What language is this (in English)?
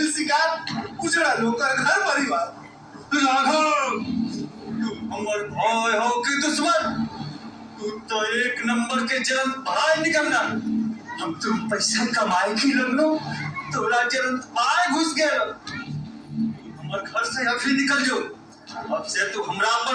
Magahi